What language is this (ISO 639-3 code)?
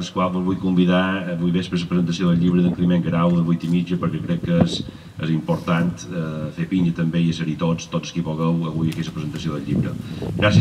cat